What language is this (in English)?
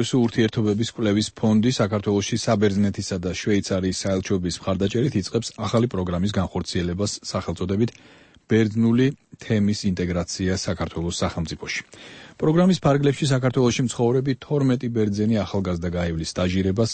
Georgian